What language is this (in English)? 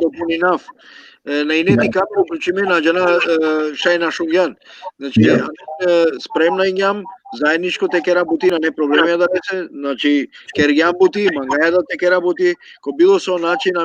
Balkan Romani